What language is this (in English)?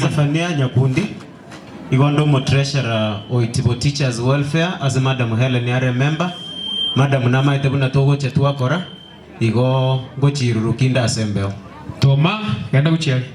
Gusii